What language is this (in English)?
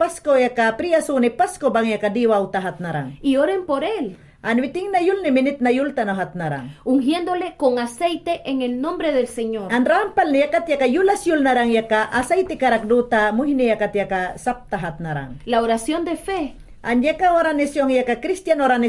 Mayangna